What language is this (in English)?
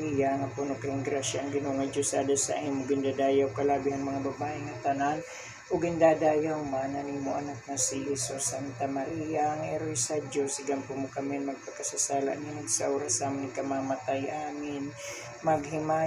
Waray